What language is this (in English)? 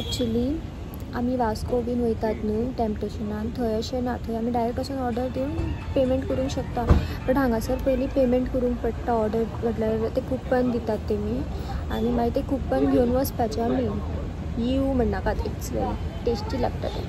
Konkani